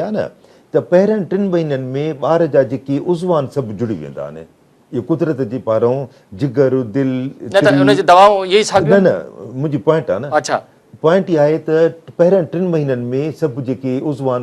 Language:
Sindhi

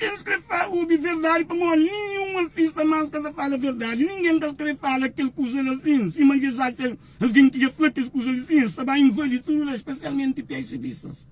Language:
Kabuverdianu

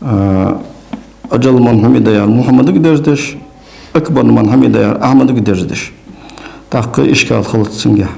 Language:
Ingush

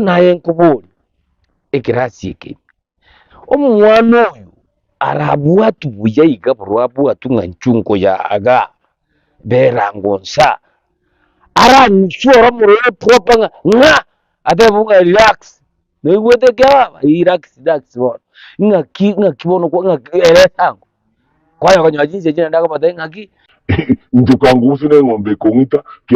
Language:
Gusii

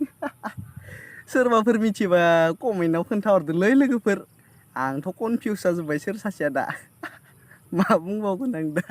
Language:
Bodo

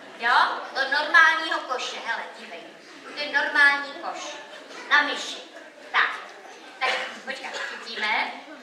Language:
Czech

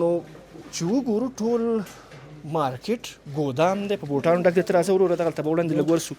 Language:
Pashto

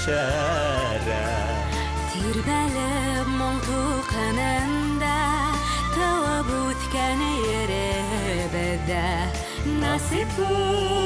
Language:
Bashkir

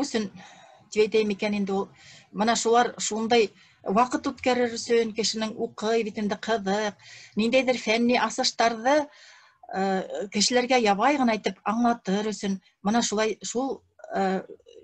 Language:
Bashkir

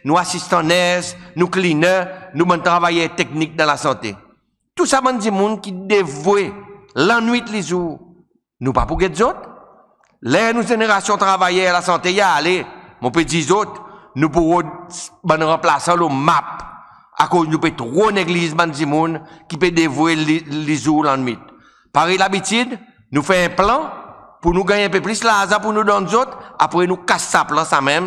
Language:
Seselwa Creole French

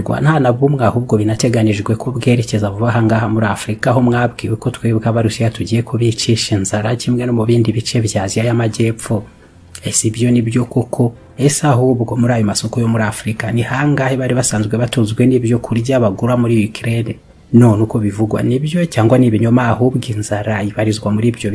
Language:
Kinyarwanda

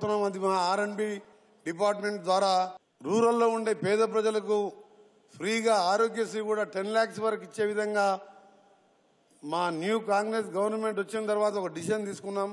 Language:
Telugu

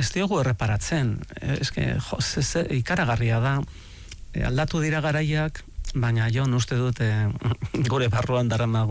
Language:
Basque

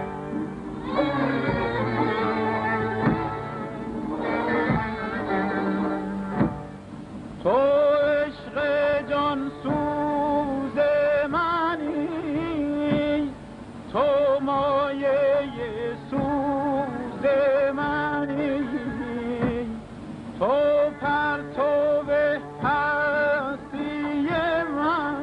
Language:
Persian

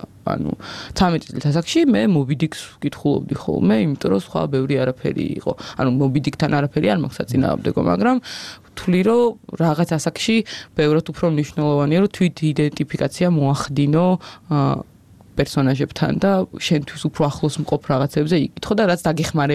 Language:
Georgian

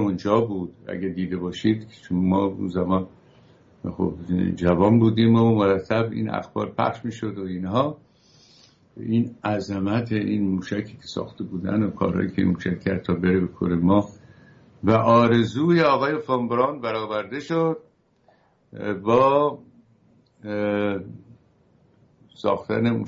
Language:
Persian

